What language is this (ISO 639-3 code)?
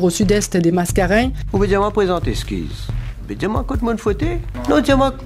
mfe